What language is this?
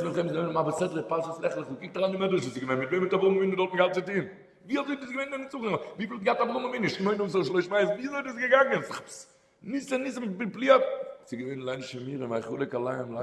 Yiddish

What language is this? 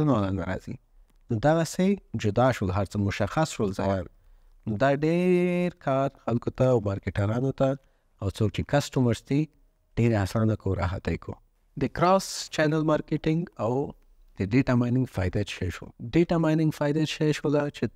Pashto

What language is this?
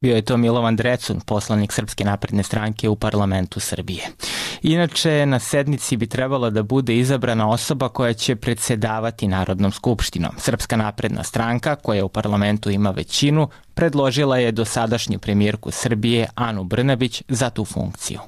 Serbian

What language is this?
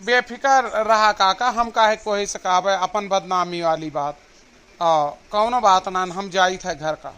Awadhi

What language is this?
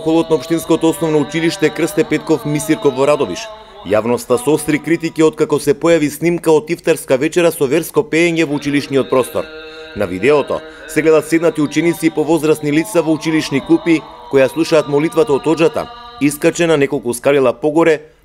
Macedonian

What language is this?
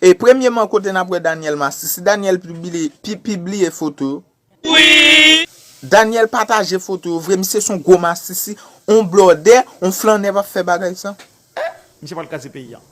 Haitian Creole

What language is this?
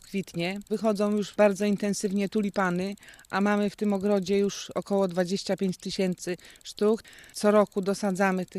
Polish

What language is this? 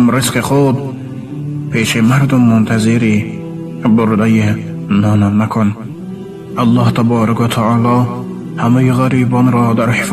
Tajik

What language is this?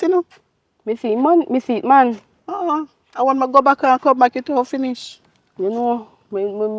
Jamaican Creole English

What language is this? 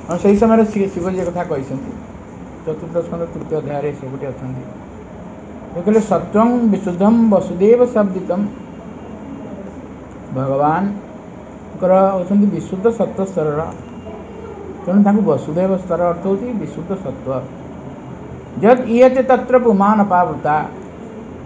Odia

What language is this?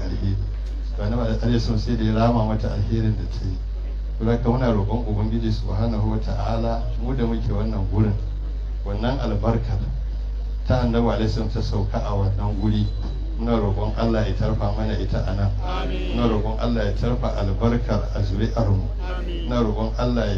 Hausa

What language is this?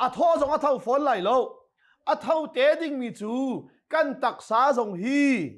Hakha Chin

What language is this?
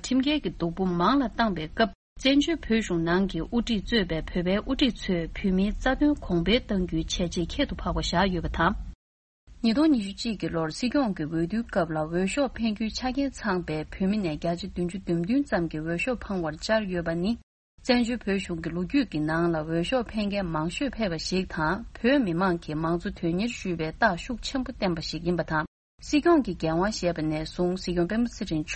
Tibetan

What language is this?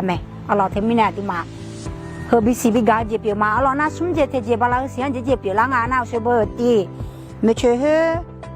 Akha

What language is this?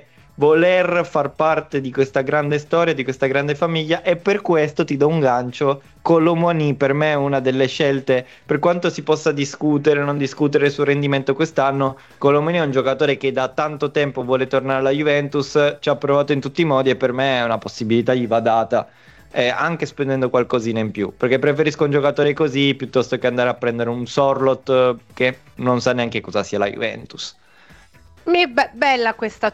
Italian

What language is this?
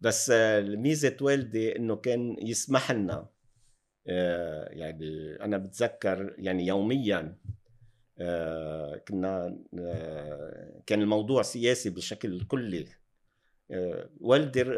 North Levantine Arabic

